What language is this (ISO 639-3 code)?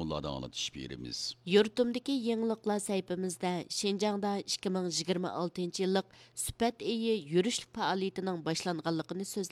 uig